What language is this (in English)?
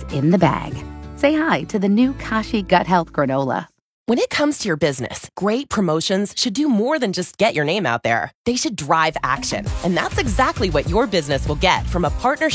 English